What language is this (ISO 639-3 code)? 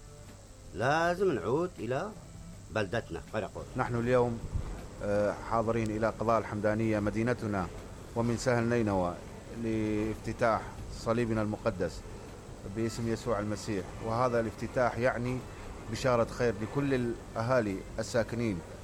acm